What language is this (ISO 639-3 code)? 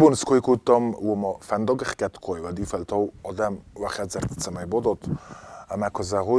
oss